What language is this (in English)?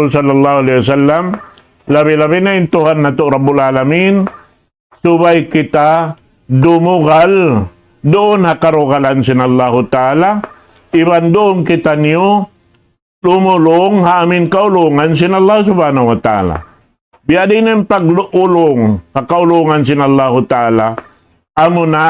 Tausug